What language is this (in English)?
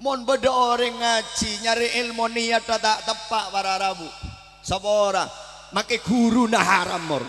Madurese